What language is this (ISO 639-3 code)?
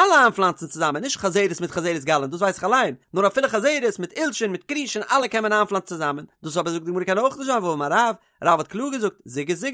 yid